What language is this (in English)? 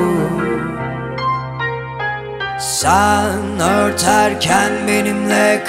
Turkish